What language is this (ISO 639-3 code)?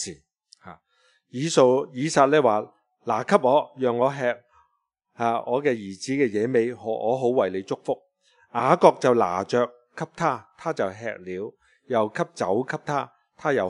yue